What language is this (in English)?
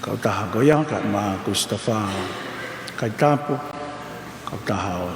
Tongan